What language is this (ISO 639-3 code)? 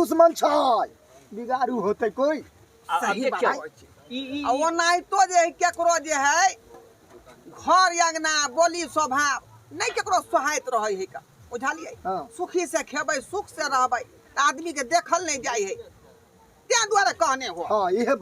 mai